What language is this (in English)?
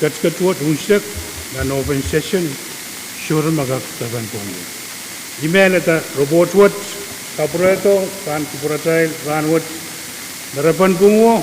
Pohnpeian